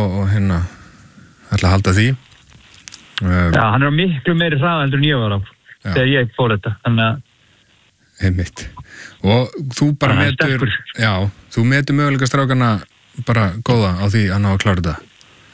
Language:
Icelandic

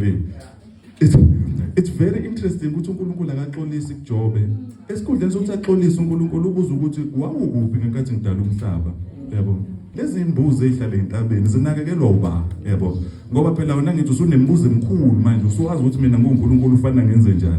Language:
Zulu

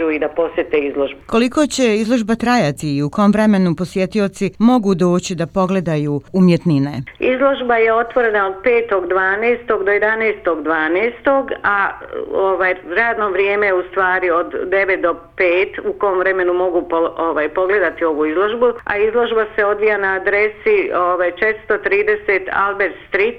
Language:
Bosnian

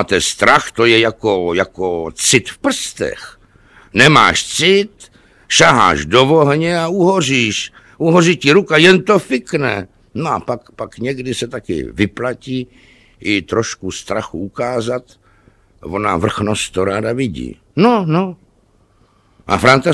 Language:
Czech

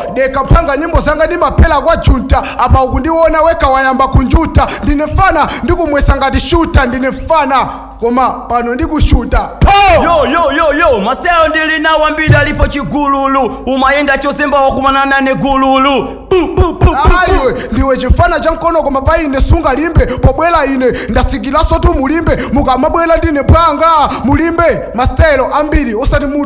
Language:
Nyanja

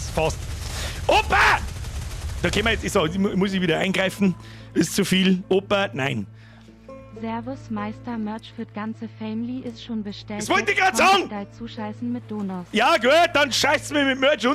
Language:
Bavarian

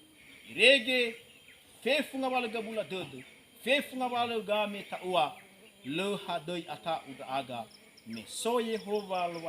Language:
Nias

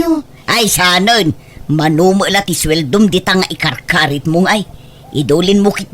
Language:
Iloko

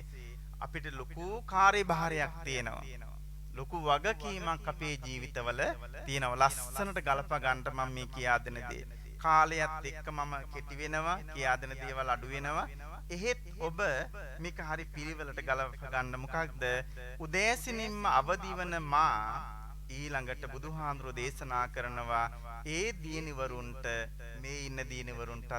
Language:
Sinhala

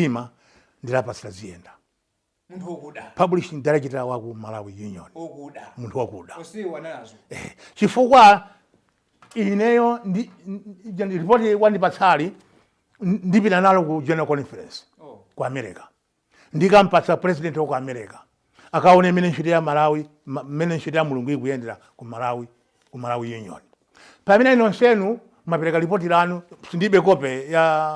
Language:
Nyanja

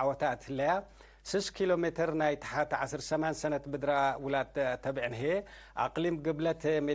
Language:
Tigre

